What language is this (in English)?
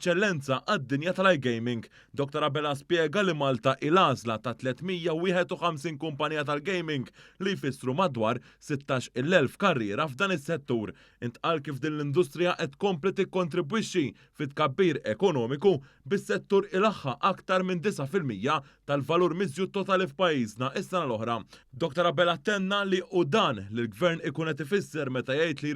Maltese